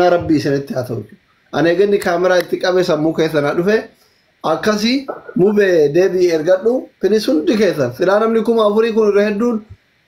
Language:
Oromo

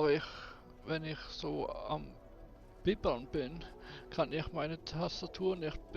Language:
Swiss German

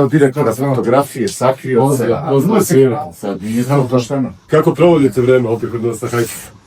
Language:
Bosnian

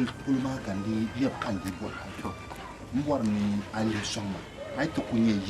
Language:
Dagbani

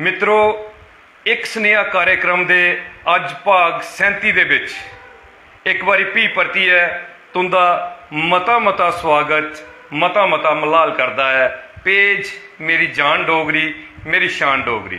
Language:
Dogri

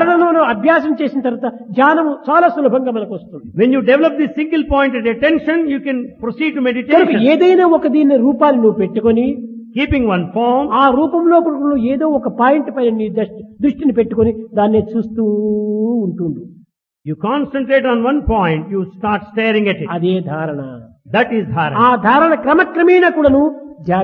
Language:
Telugu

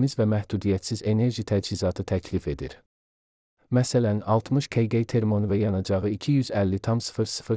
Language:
Azerbaijani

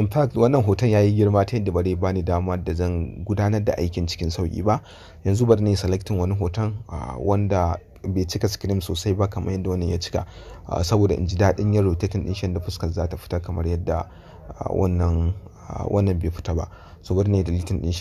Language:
Hausa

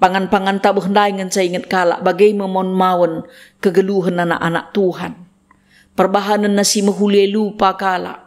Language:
Batak Karo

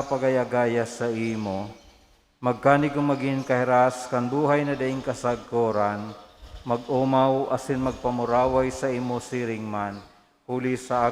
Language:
Bikol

